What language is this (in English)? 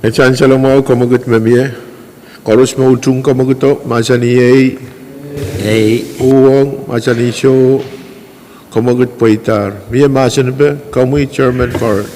Pohnpeian